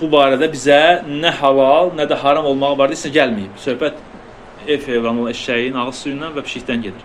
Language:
Azerbaijani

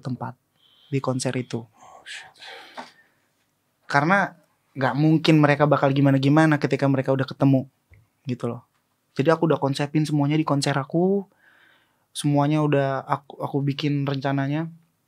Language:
Indonesian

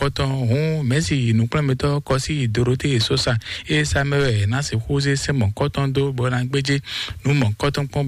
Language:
Fon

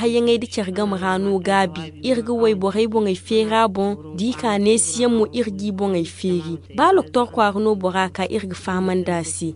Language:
Zarma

